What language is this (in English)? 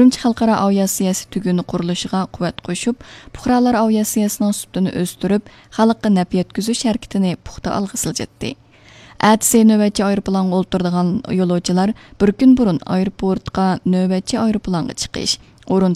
Uyghur